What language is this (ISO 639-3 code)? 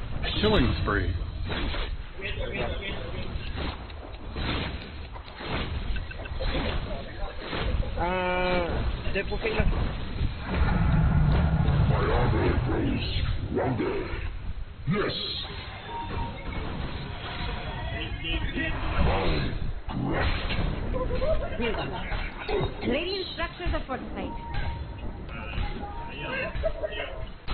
msa